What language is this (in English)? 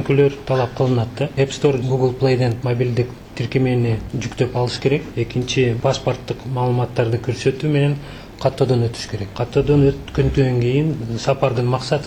Kyrgyz